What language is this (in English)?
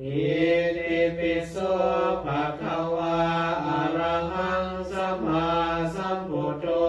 Pali